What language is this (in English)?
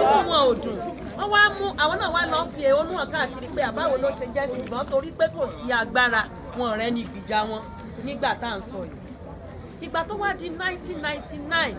Yoruba